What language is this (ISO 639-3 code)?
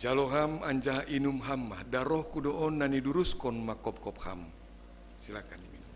bts